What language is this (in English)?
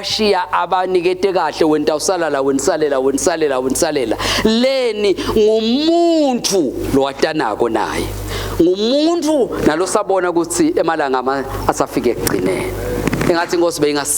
Swati